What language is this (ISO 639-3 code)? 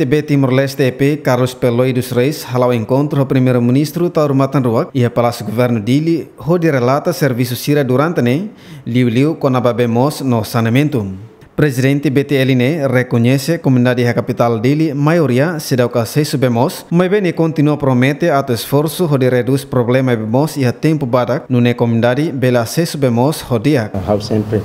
tet